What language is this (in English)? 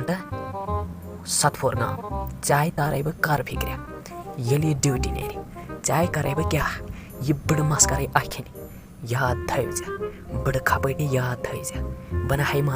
Kashmiri